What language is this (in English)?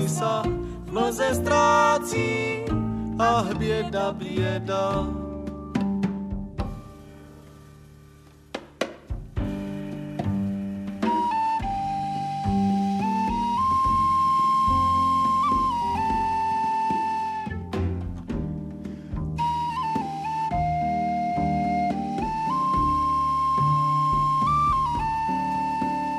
Czech